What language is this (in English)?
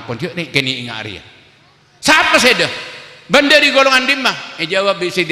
Madurese